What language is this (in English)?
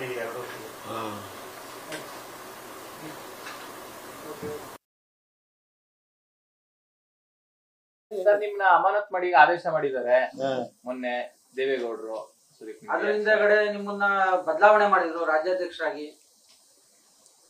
Kannada